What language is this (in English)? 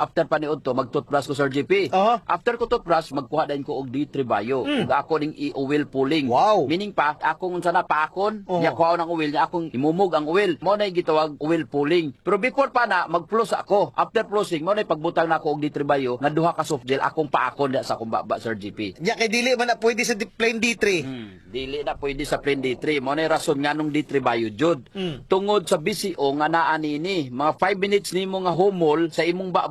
Cebuano